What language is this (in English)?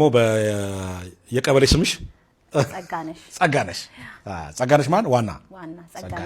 Amharic